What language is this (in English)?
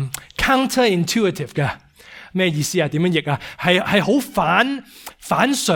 Cantonese